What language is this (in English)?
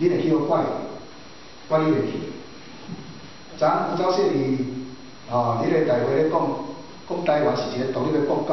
Min Nan Chinese